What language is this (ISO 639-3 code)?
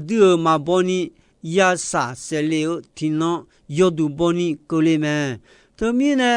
ahk